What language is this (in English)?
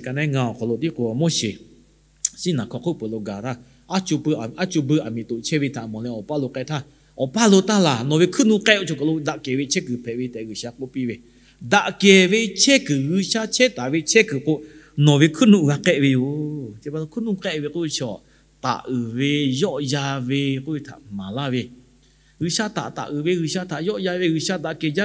Lahu